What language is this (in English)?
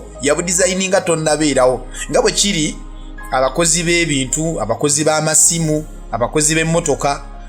Ganda